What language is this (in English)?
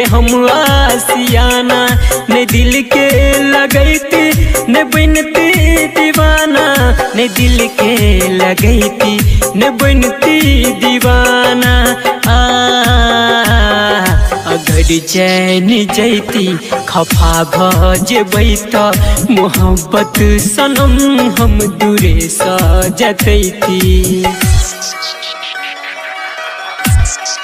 Maithili